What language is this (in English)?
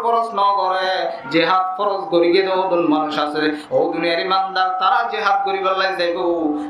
Rohingya